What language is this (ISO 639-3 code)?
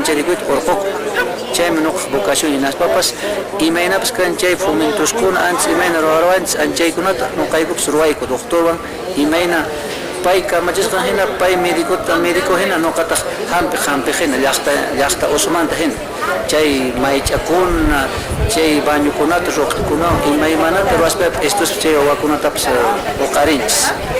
que